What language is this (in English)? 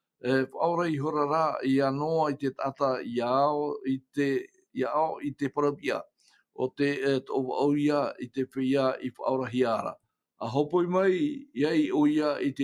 Tahitian